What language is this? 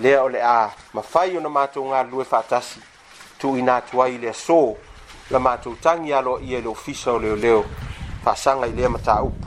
Samoan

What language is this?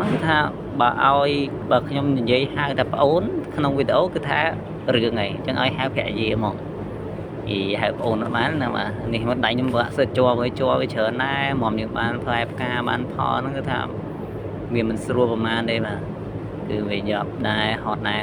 Khmer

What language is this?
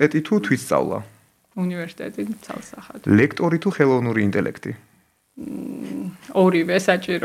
Georgian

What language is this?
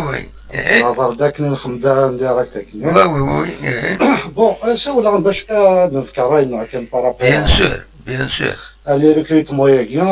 Kabyle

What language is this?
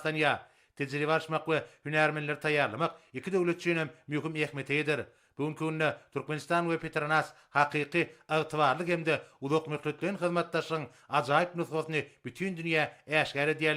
Turkmen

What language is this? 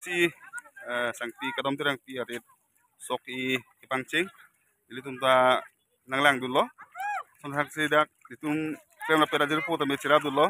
Karbi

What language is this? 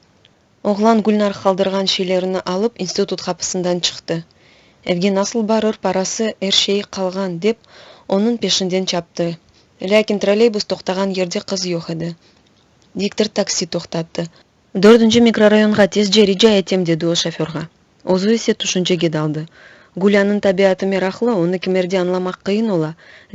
Crimean Tatar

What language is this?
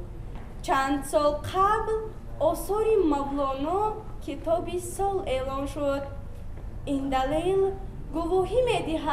Tajik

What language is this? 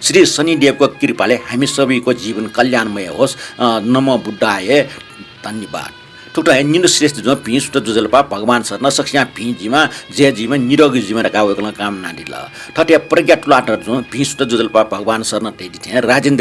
Newari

